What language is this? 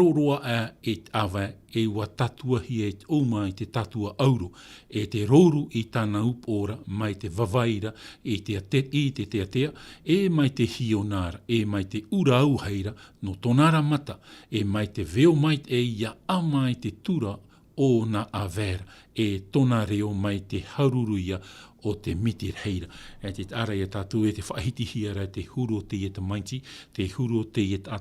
Tahitian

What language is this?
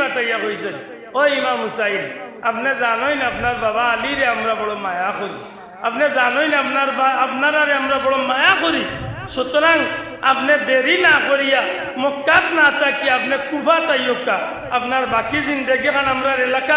Sylheti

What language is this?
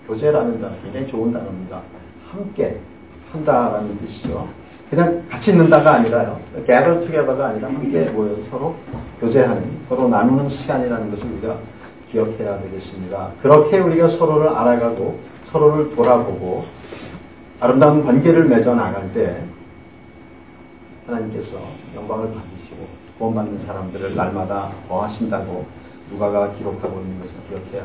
Korean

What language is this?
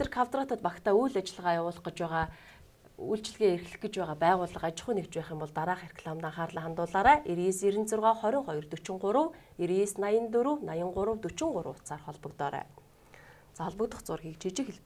Mongolian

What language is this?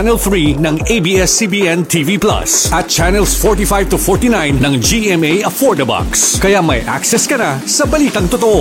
Filipino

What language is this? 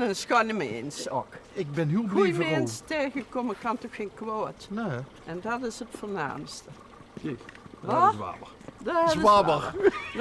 Limburgish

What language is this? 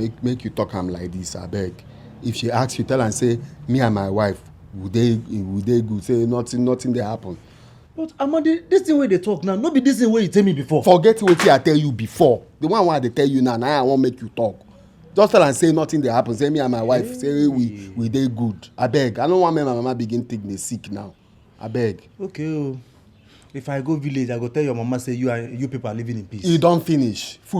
Nigerian Pidgin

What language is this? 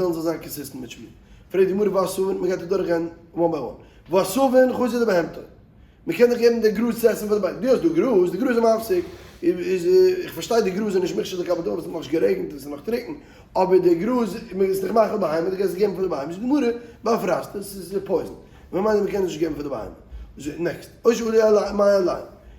Yiddish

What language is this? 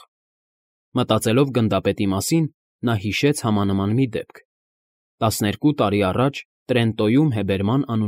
Armenian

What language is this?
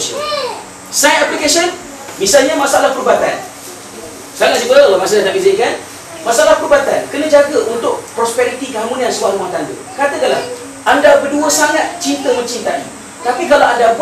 Malay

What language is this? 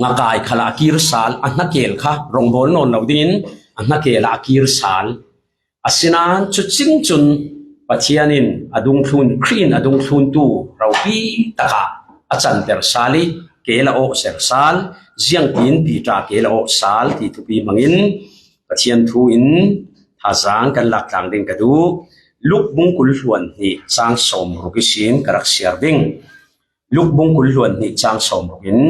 Falam Chin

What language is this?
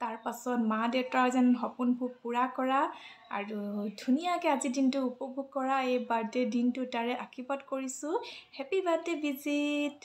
Assamese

